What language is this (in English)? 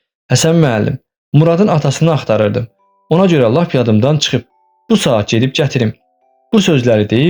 Azerbaijani